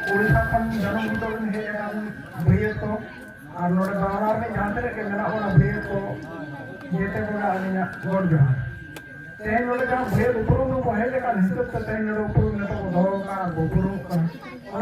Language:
Santali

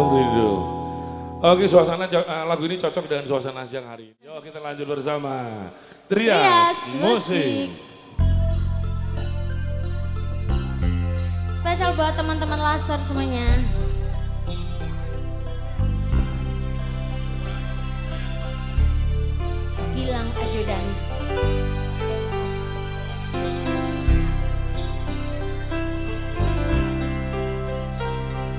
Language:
Indonesian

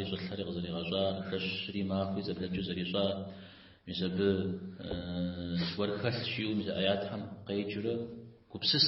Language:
Kabardian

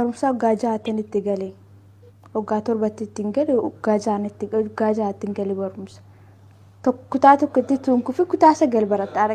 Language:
Oromo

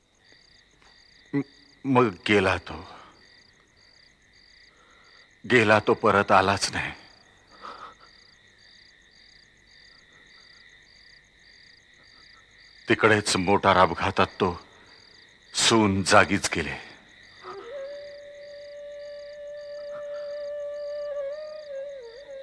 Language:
Marathi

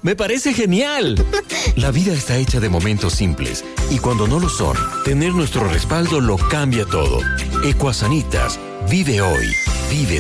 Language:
Spanish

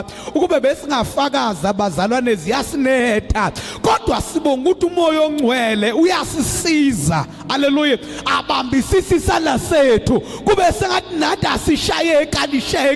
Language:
Zulu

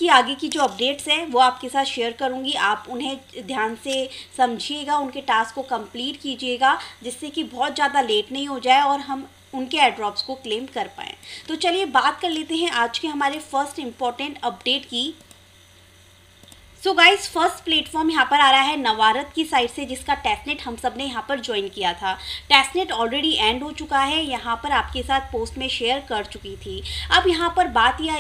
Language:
Hindi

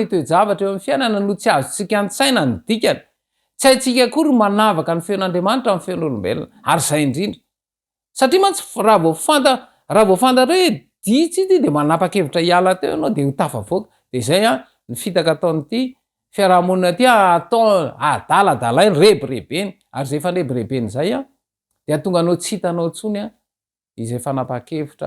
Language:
Malagasy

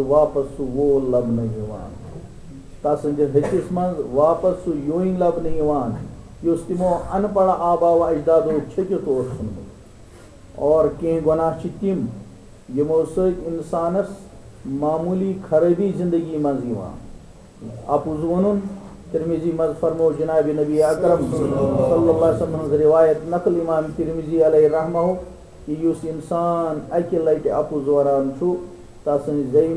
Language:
Kashmiri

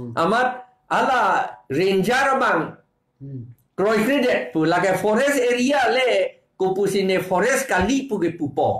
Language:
Karbi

